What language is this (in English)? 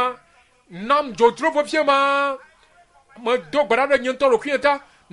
Ewe